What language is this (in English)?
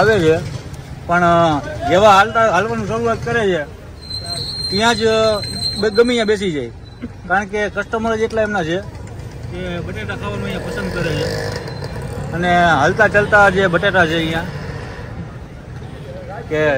Gujarati